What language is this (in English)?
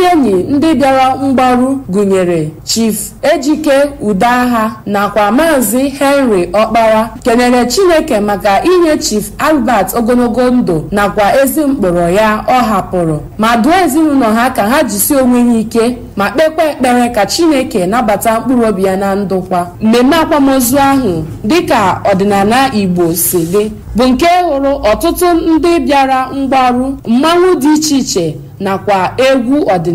Igbo